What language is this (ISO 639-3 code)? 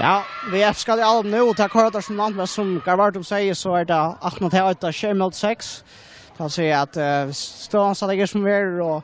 fao